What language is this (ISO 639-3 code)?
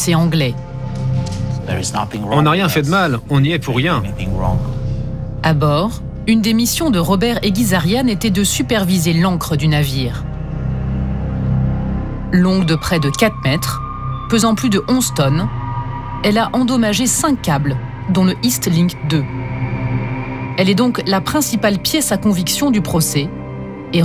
fra